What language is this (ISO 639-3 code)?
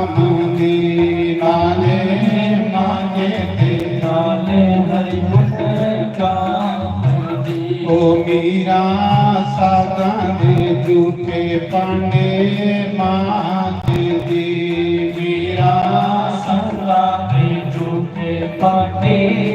doi